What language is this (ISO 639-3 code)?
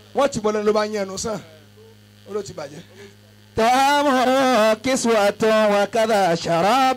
yor